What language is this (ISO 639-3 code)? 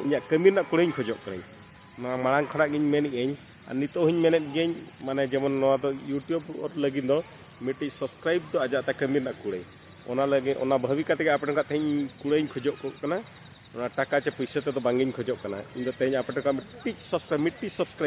sat